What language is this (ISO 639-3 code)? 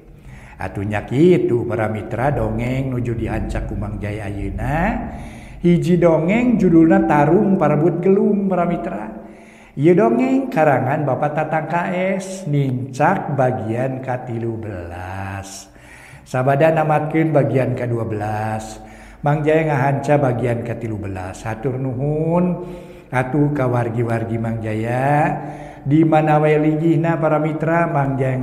sun